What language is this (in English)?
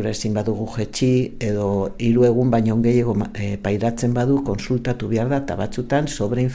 Basque